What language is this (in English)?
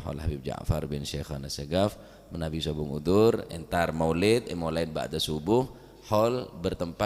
Madurese